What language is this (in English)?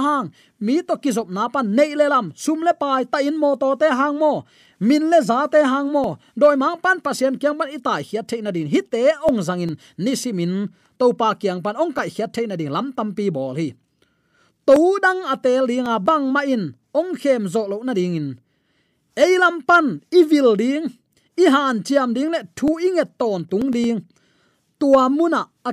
Tedim Chin